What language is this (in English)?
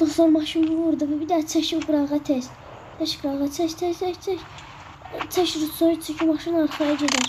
Azerbaijani